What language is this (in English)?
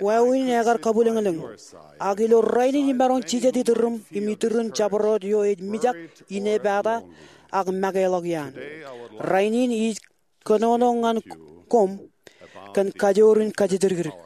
Marshallese